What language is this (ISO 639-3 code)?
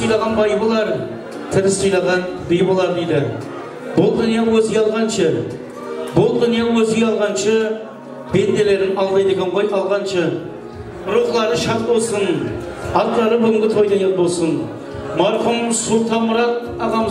kaa